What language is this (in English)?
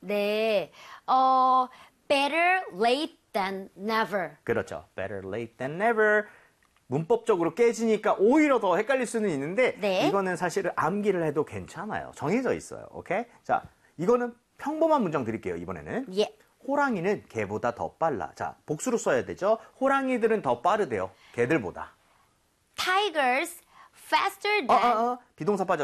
Korean